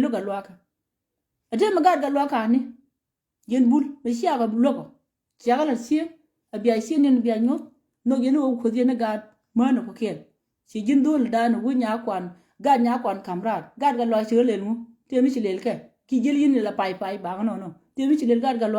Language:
Nuer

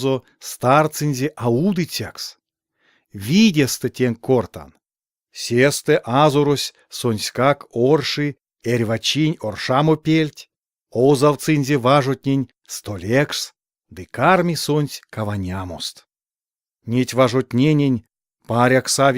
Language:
Erzya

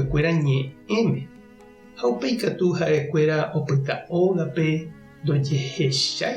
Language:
Guarani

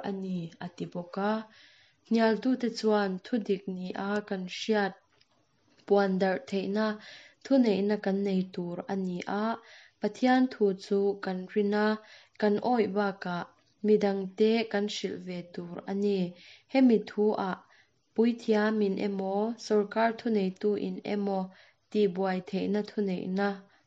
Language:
Mizo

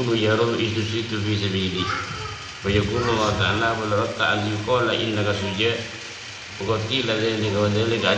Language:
Madurese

